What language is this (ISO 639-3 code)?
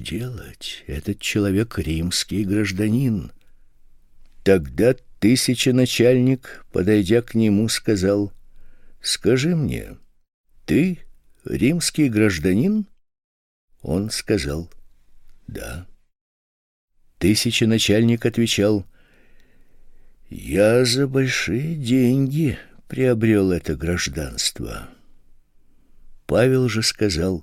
rus